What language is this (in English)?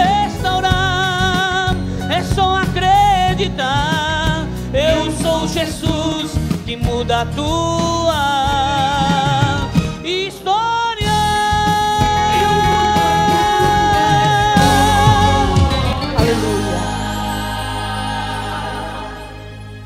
Portuguese